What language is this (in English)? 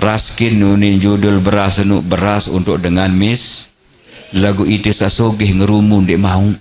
Sasak